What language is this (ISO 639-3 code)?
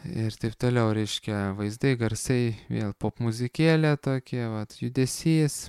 lit